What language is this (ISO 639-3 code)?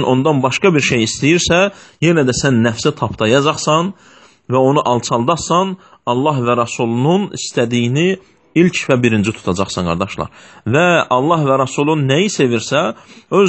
aze